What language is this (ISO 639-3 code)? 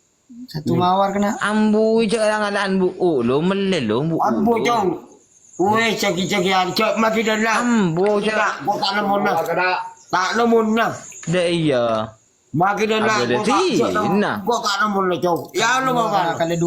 mad